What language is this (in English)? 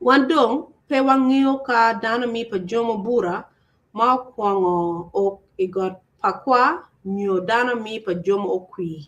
Acoli